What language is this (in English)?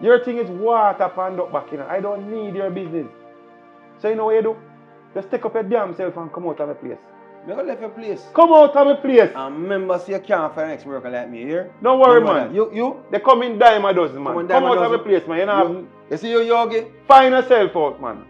Jamaican Creole English